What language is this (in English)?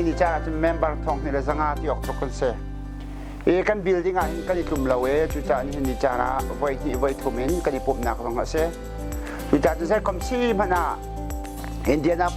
Hakha Chin